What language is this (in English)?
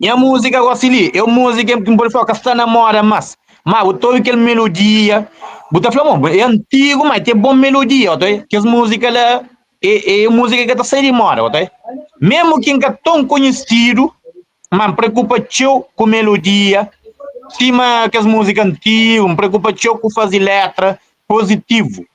Kabuverdianu